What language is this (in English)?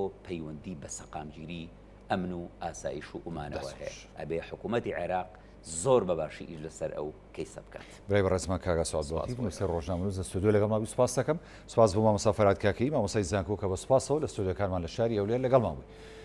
Central Kurdish